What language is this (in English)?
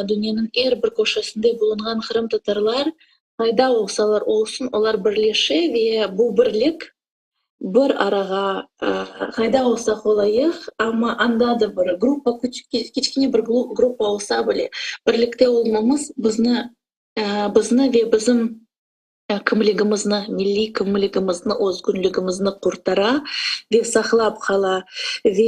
Crimean Tatar